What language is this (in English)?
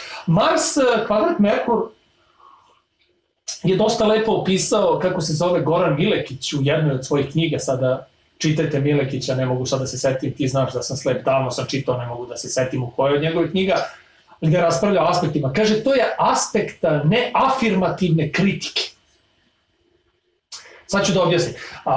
Serbian